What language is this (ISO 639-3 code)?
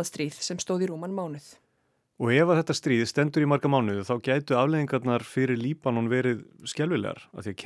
isl